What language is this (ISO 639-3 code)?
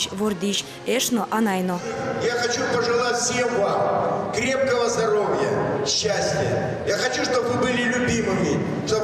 udm